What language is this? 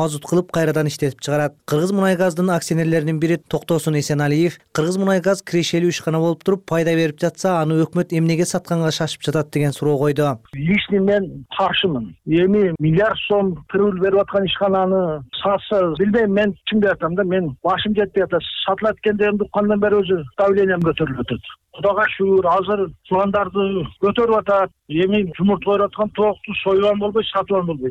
Kyrgyz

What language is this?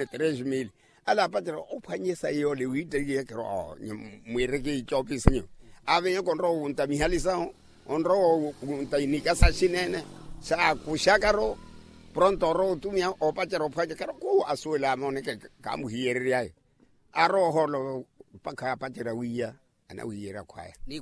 Makhuwa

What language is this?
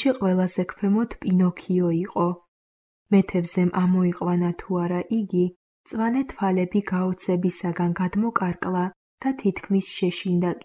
Georgian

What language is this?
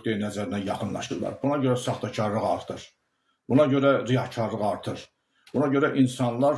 Azerbaijani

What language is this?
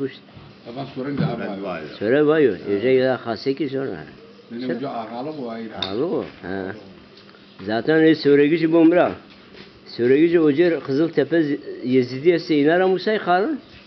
Zaza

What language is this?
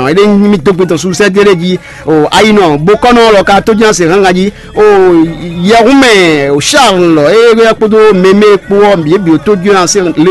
Fon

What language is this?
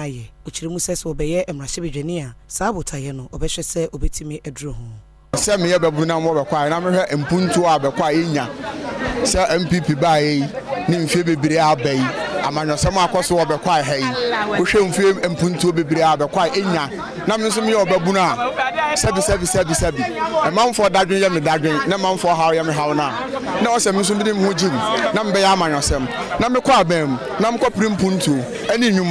Akan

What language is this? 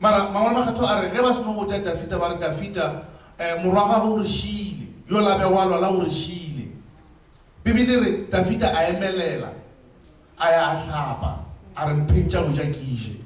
Northern Sotho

